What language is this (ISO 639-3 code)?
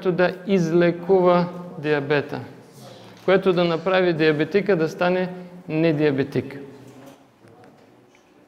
bul